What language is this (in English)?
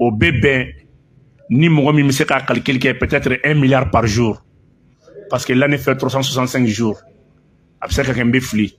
Bambara